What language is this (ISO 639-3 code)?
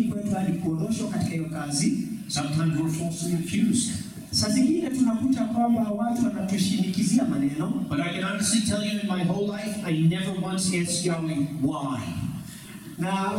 swa